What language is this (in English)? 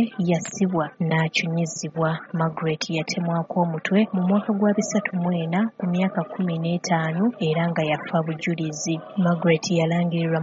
Ganda